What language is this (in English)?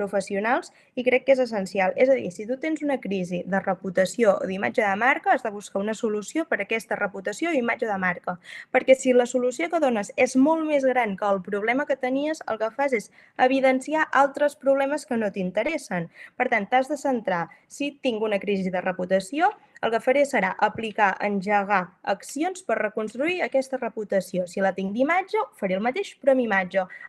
Catalan